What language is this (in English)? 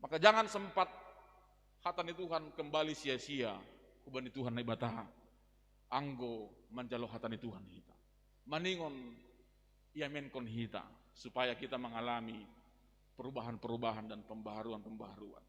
Batak Simalungun